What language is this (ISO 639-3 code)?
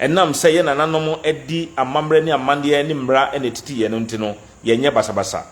aka